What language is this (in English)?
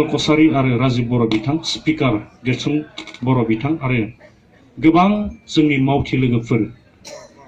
Bodo